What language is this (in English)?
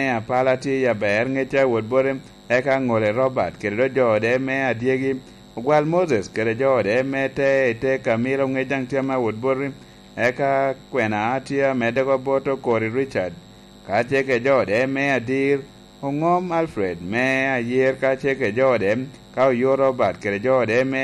Lango (Uganda)